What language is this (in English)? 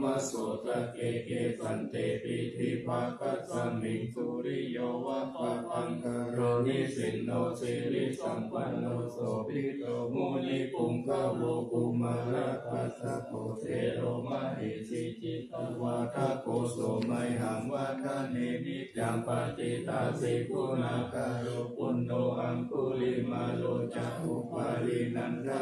Pali